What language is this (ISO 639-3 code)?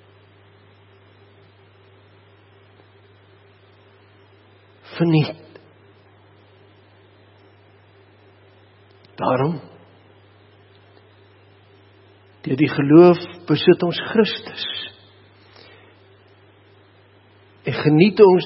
afr